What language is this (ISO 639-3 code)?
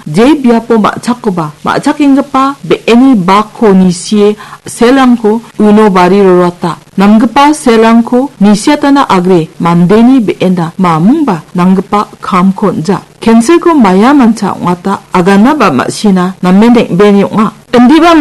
grt